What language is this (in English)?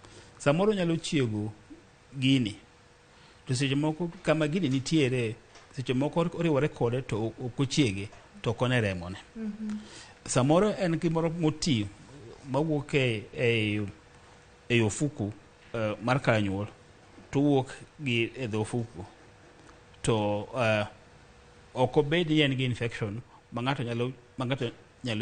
Luo (Kenya and Tanzania)